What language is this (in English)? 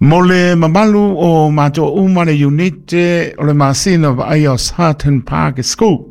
Samoan